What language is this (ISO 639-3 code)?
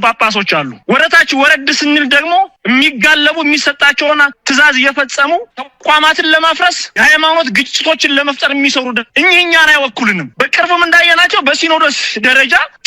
amh